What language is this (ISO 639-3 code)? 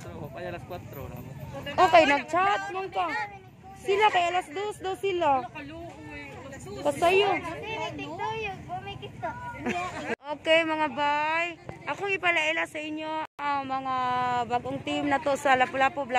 ceb